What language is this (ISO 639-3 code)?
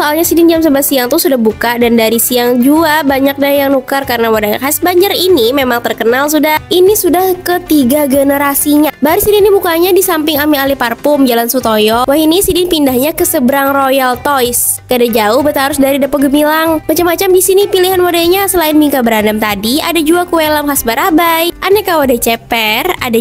bjn